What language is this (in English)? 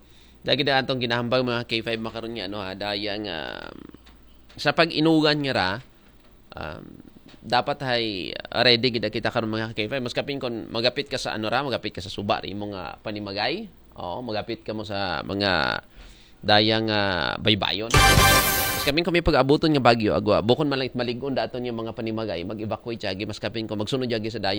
Aklanon